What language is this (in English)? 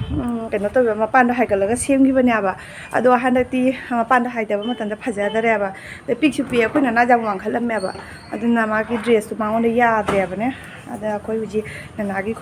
Manipuri